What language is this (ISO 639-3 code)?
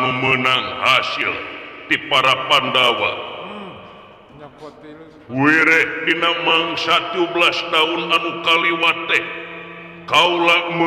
sun